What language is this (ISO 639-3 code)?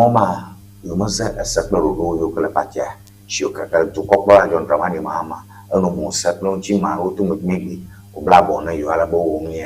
ewe